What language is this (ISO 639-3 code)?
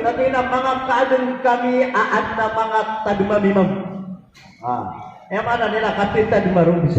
mrw